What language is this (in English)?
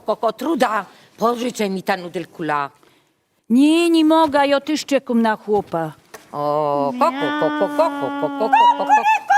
Silesian